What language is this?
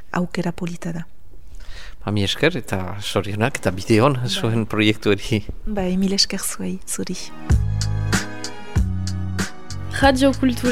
Basque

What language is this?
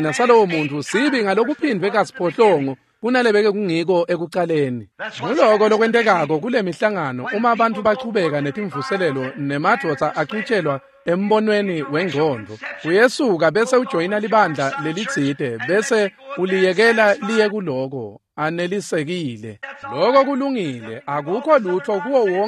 Swati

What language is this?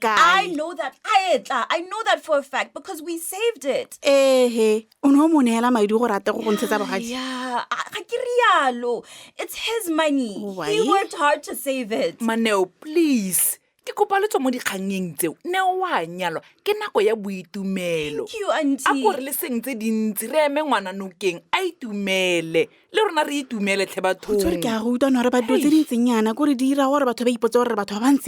Tswana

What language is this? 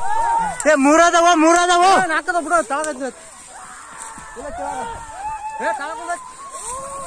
Kannada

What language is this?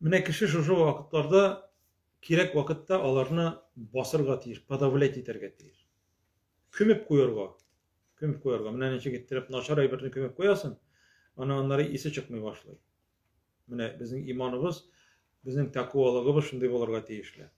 Tatar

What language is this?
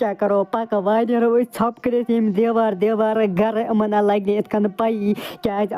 Kashmiri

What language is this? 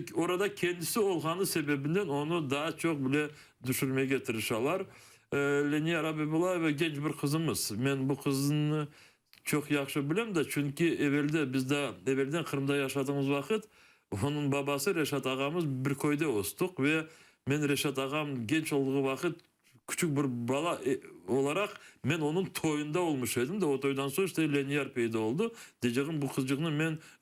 Crimean Tatar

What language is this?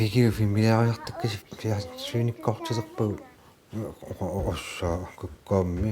Kalaallisut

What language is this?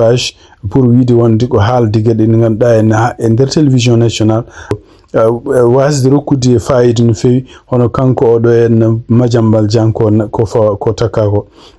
Fula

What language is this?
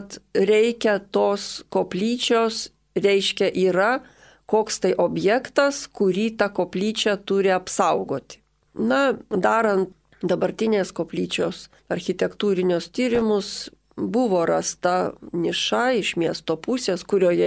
Lithuanian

